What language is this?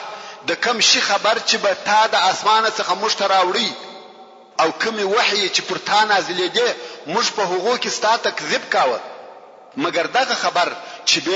Pashto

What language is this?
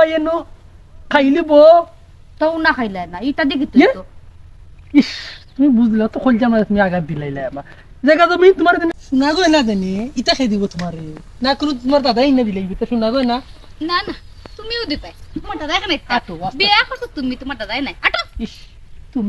Sylheti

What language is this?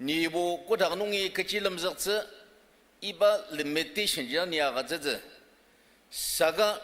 Ao Naga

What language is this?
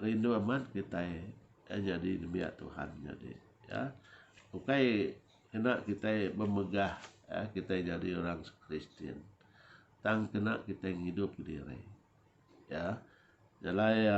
Iban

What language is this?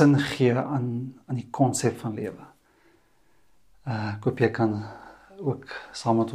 Afrikaans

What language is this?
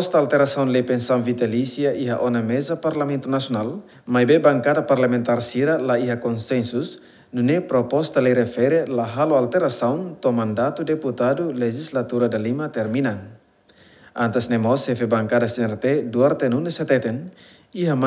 Tetum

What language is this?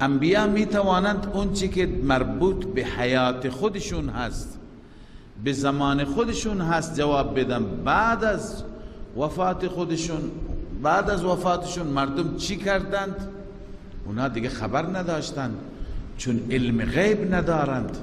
Persian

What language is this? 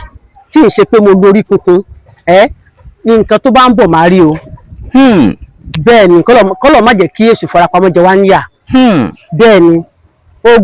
Yoruba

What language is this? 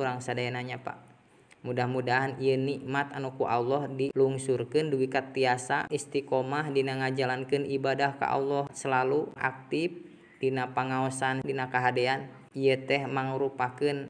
Sundanese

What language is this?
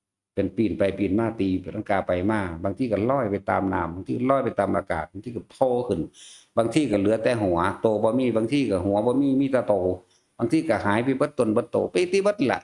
Northeastern Thai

